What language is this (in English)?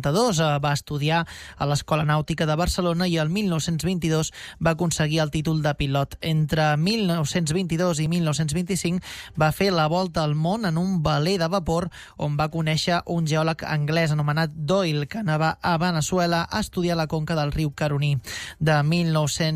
Catalan